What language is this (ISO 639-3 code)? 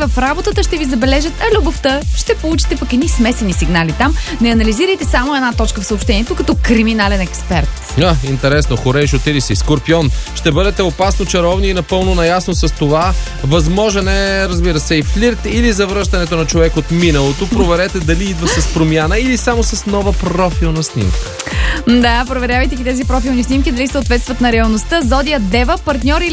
bul